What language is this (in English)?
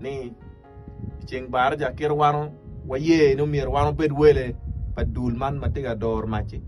Acoli